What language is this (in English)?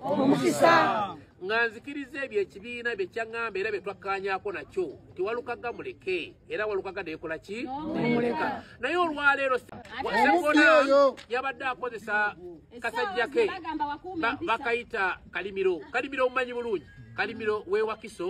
Ganda